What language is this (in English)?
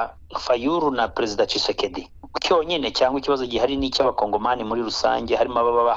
Kinyarwanda